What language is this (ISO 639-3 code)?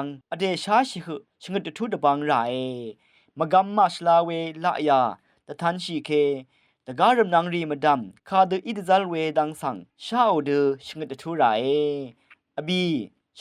raw